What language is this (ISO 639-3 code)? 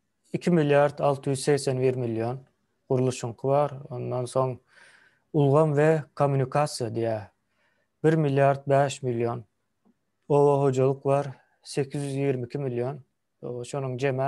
tuk